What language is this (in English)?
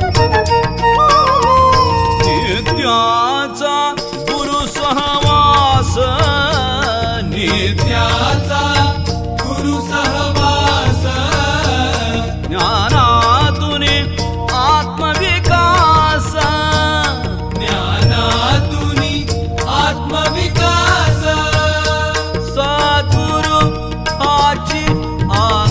Marathi